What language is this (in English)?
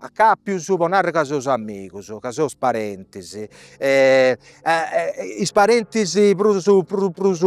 Sardinian